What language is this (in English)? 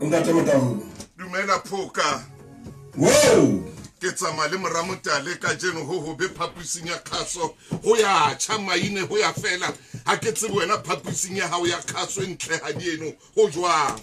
Southern Sotho